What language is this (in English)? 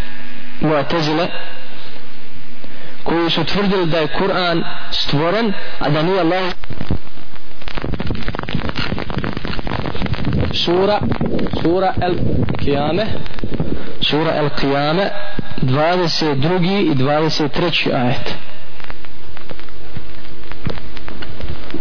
Bosnian